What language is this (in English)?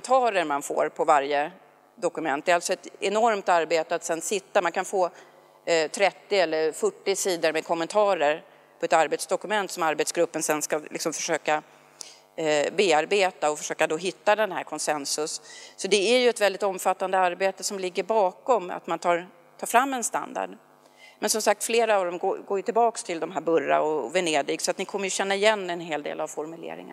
Swedish